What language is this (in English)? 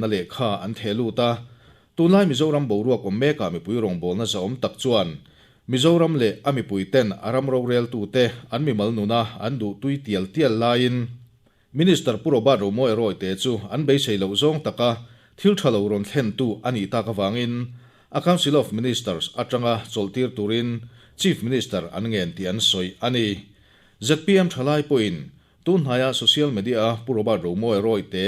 Mizo